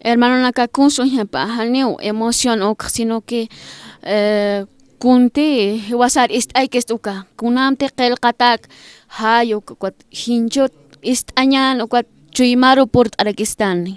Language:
Aymara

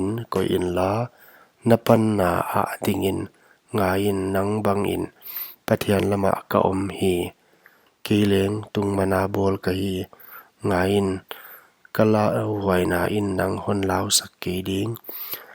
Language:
Paite Chin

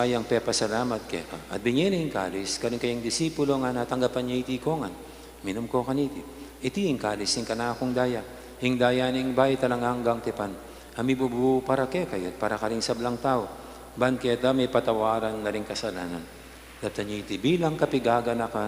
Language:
Pampanga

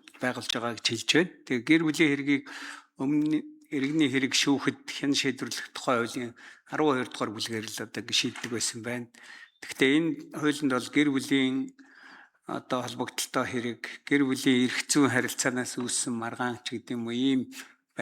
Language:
Mongolian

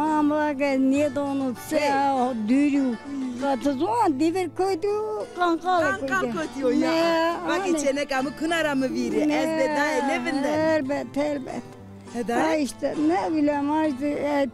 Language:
Zaza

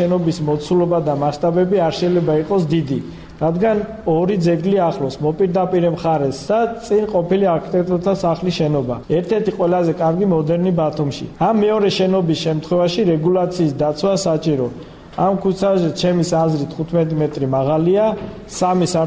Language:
Georgian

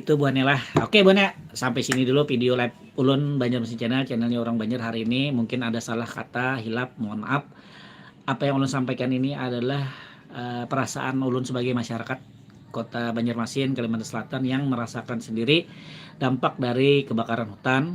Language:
Banjar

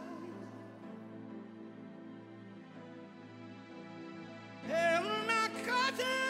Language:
Greek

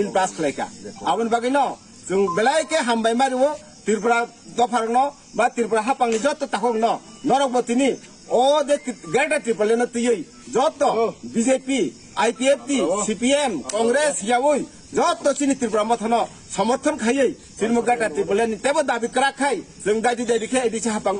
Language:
Kok Borok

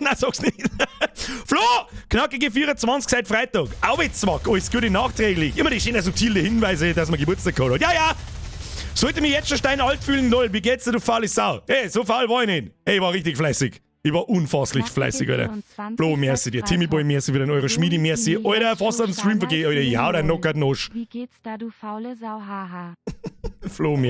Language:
Bavarian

